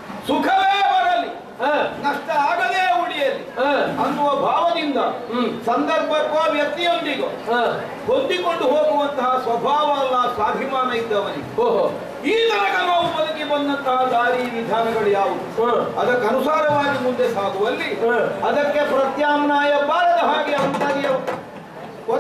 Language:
Kannada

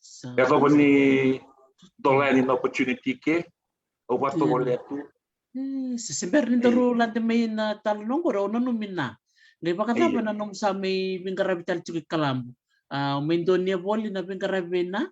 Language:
Fijian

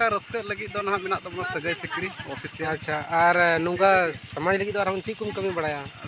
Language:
Santali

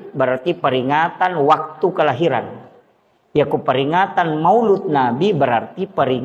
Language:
Buginese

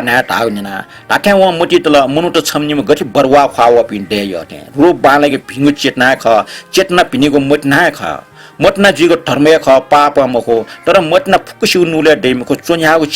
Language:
Newari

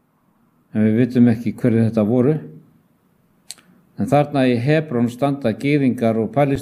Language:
Icelandic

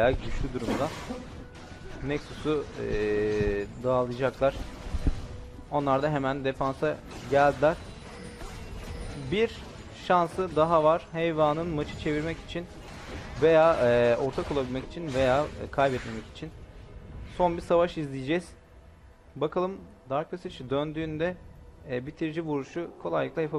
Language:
Turkish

